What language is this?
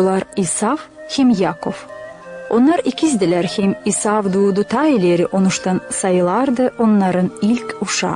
Gagauz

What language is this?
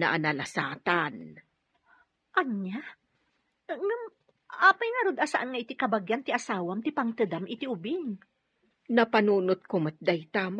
Iloko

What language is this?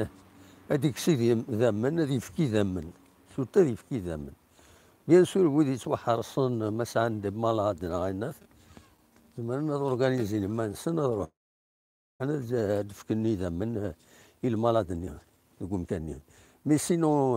Kabyle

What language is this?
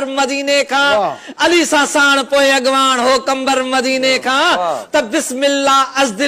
Sindhi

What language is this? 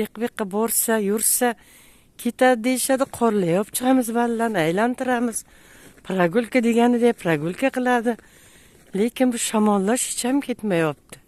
Uzbek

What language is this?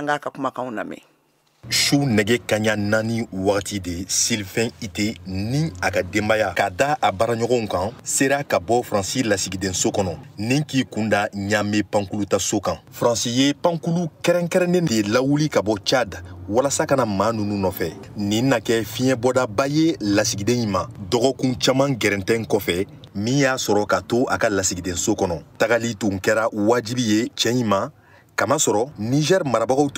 Bambara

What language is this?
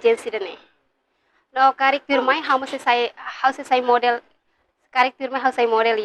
Tetum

